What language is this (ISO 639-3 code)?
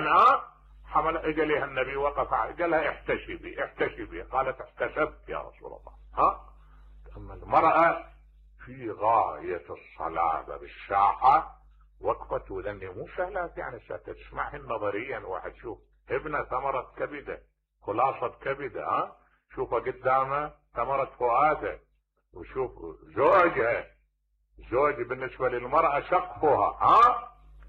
acm